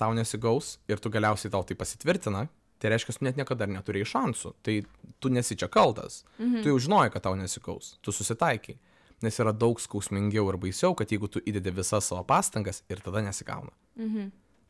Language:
Lithuanian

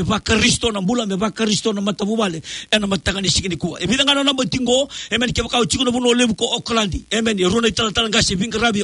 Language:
Fijian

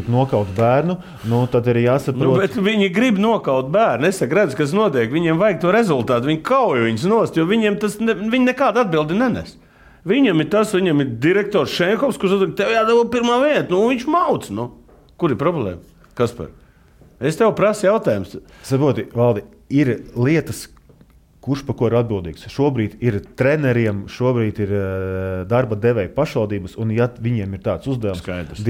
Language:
Latvian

